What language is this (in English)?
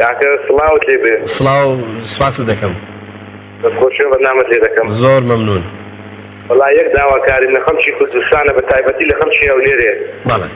Central Kurdish